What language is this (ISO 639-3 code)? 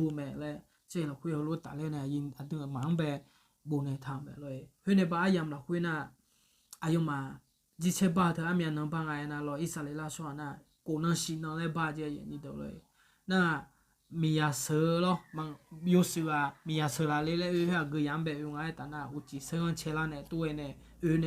ahk